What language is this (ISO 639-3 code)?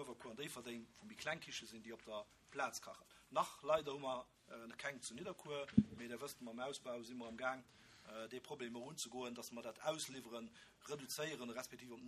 ltz